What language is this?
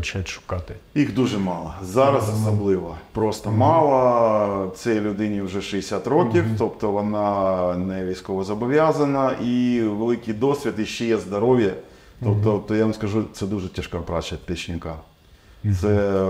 Ukrainian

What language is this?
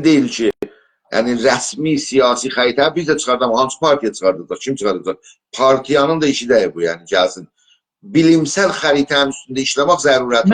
South Azerbaijani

